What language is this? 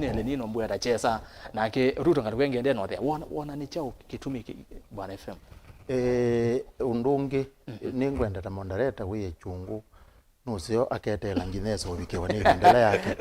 Kamba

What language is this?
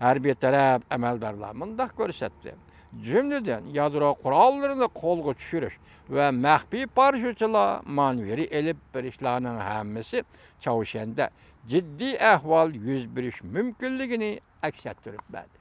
Uyghur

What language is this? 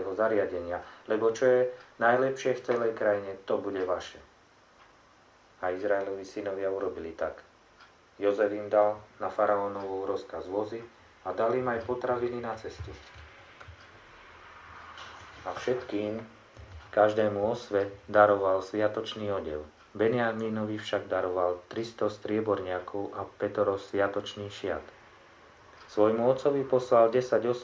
Slovak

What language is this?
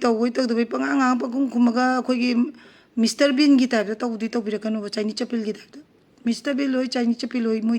Manipuri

